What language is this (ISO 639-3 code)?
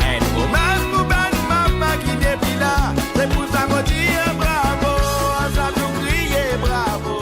mfe